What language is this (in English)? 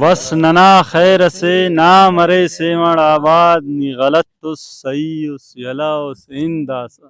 Brahui